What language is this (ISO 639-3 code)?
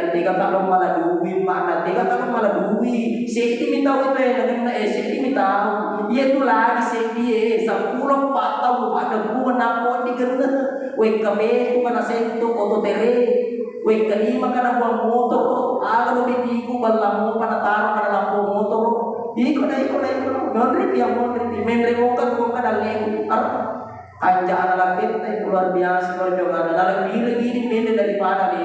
bug